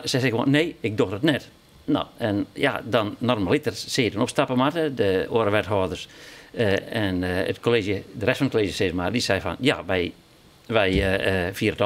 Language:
Western Frisian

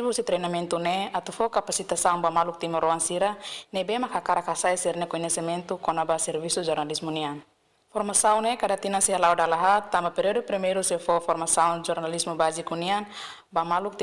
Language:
Tetum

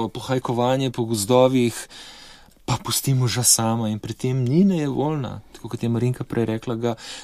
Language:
Slovenian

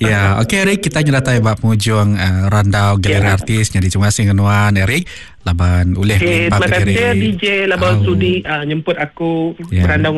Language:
Iban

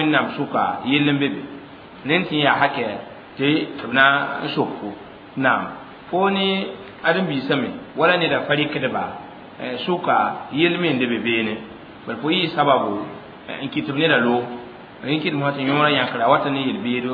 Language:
Mossi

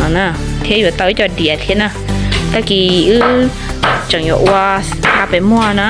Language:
Hmong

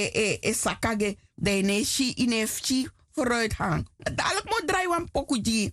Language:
Sranan Tongo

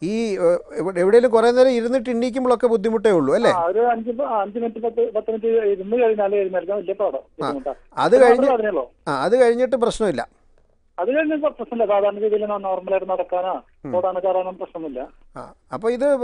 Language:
Malayalam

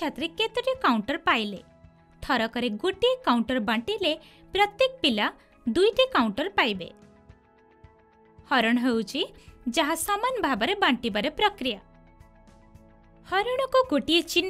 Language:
Odia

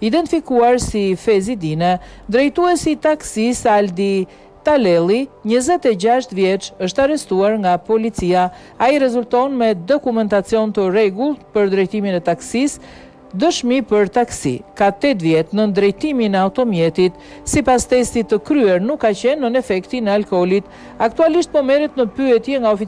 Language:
Albanian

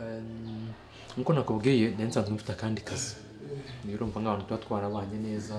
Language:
Kinyarwanda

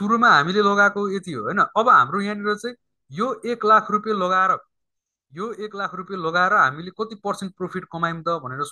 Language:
Nepali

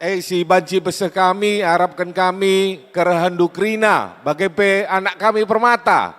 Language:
Batak Karo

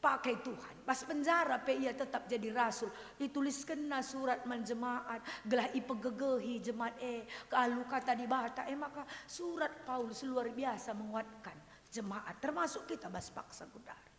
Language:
Batak Karo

